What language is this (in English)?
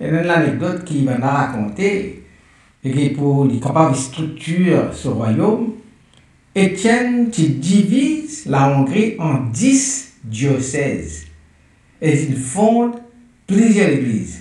Morisyen